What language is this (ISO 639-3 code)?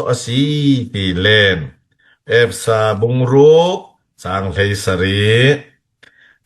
cfm